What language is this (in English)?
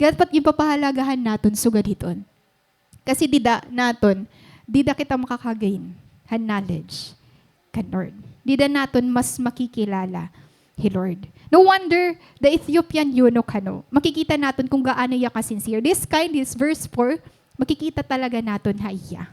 Waray